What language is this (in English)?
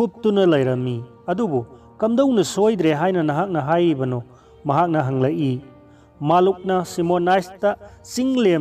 Manipuri